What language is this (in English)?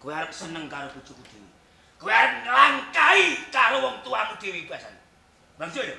Javanese